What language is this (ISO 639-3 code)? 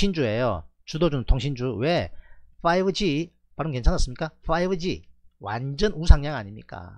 kor